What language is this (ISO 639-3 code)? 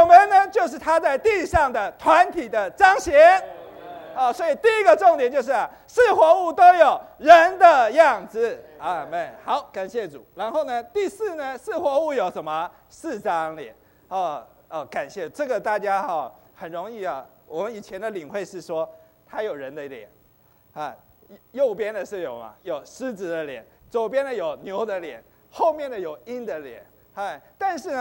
zho